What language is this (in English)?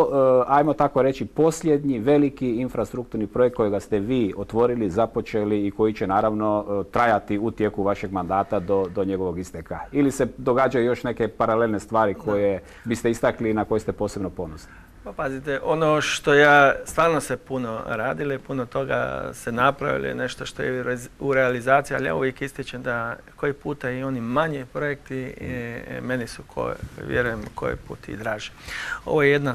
Croatian